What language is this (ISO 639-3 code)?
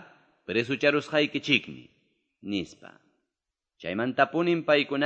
que